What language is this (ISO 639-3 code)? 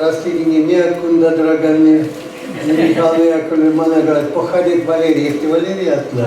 chv